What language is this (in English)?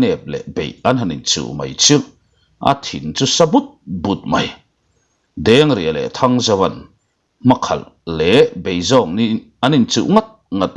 Mizo